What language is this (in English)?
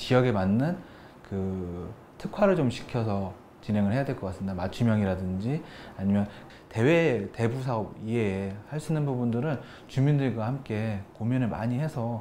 Korean